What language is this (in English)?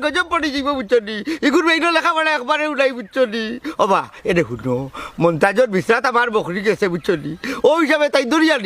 Sylheti